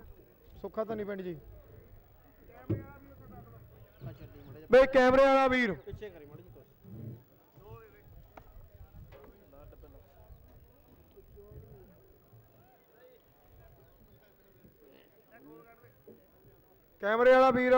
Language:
Punjabi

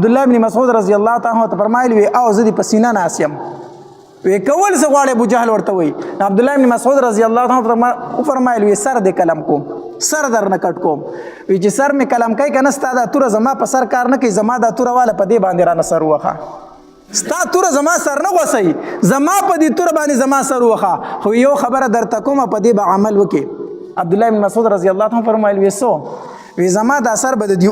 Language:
Pashto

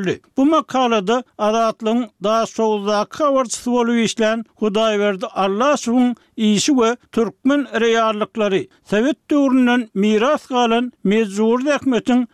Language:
Turkmen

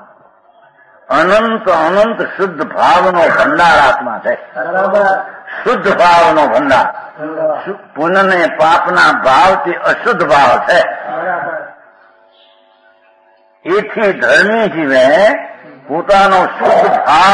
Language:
Gujarati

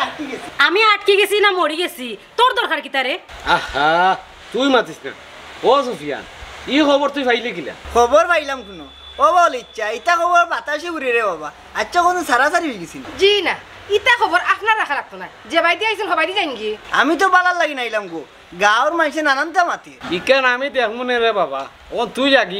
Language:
Sylheti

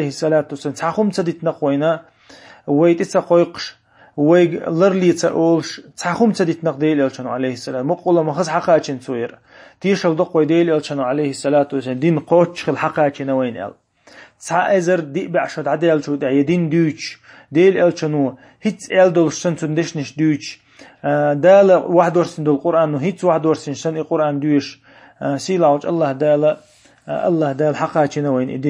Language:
Chechen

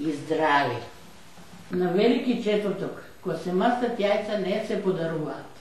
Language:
Macedonian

